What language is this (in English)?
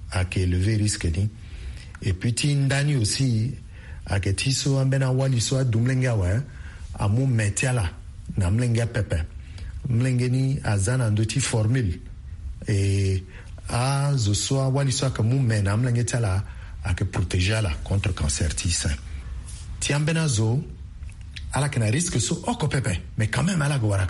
Sango